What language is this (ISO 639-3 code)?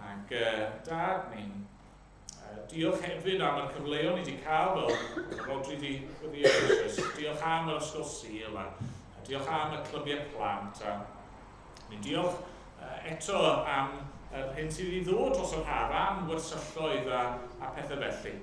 cym